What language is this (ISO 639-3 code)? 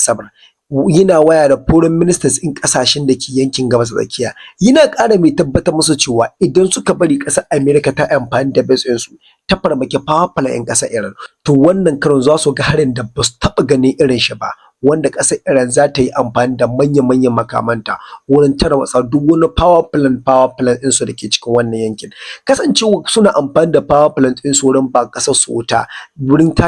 hau